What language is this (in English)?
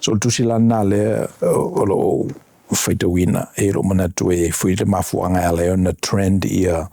Samoan